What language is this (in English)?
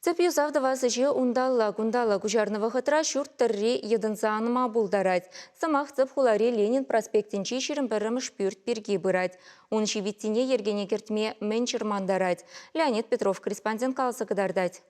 Chuvash